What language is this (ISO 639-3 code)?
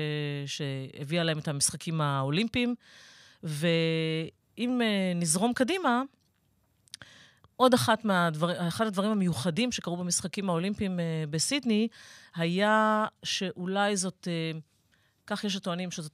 heb